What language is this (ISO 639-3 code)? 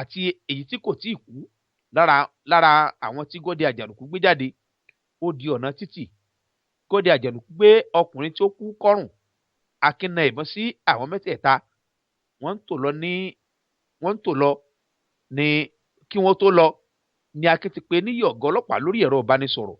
yor